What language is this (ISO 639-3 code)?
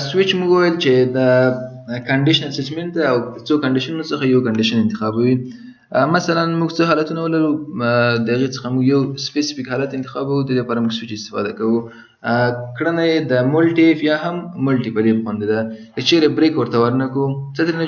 pus